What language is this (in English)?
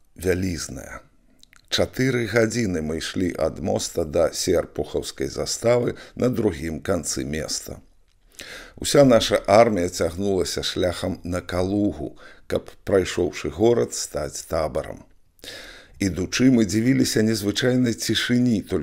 Belarusian